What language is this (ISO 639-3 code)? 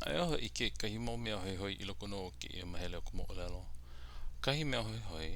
haw